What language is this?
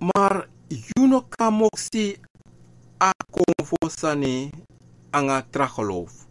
Sranan Tongo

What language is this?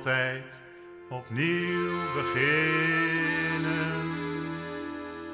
Dutch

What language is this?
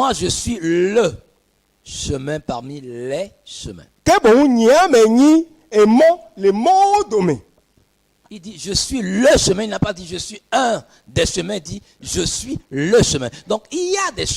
Ewe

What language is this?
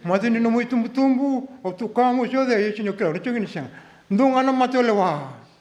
Fijian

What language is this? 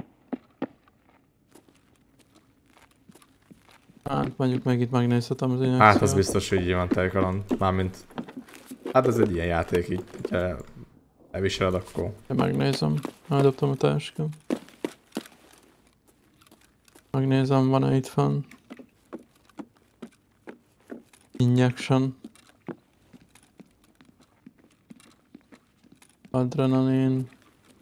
Hungarian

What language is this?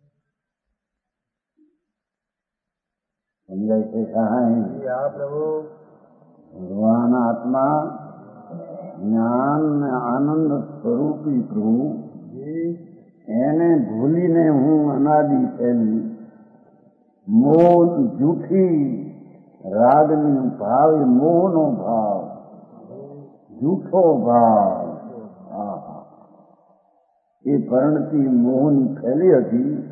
Gujarati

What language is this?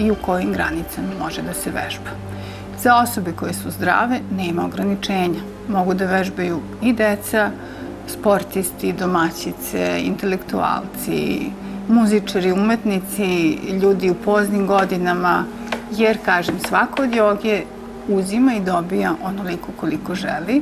Serbian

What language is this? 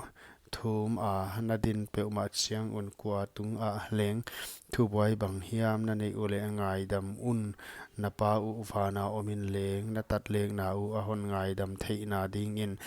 Paite Chin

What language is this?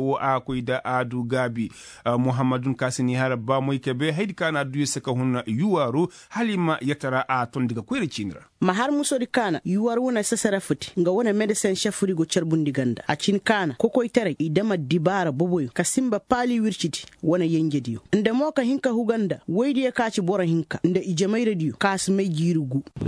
Koyraboro Senni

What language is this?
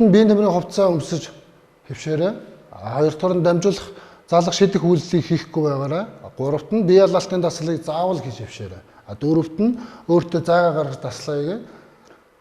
Mongolian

